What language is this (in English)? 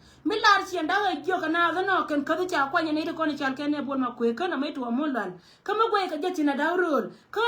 Nuer